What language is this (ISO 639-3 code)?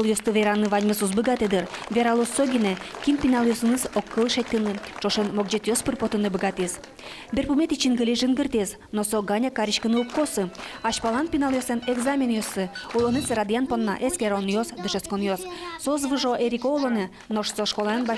udm